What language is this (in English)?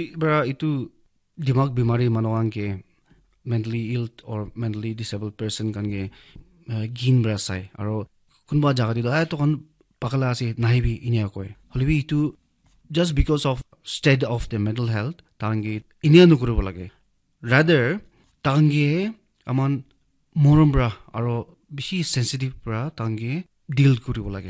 Naga Pidgin